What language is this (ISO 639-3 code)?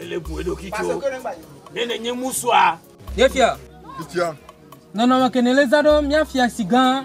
ewe